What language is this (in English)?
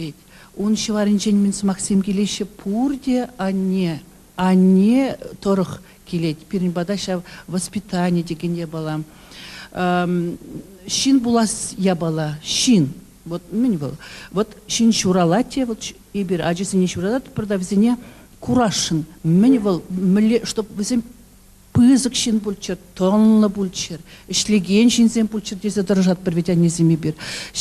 Chuvash